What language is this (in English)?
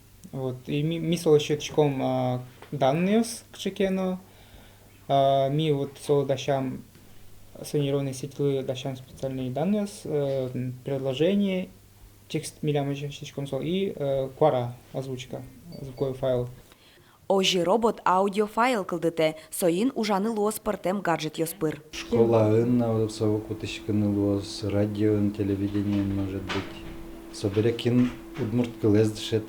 Udmurt